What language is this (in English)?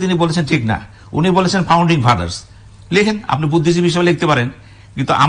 Bangla